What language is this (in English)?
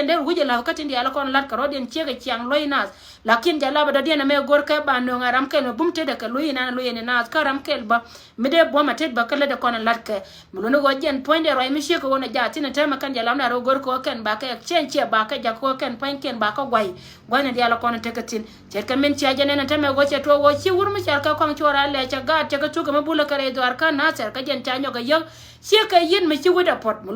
Nuer